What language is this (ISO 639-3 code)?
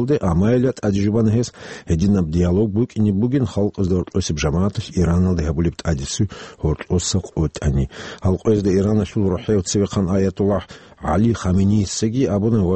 ava